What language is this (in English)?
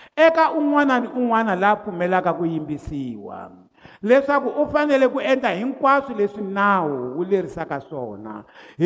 Tsonga